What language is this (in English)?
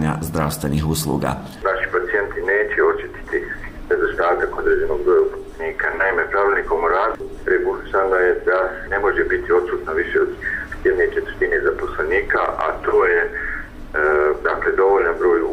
Bosnian